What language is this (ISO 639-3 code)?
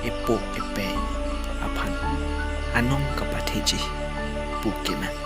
mjw